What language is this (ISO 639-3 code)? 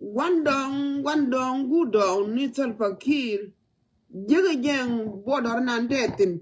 nus